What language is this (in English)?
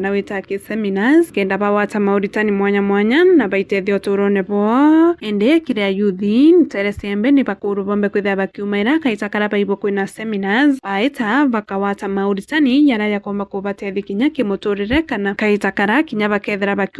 Meru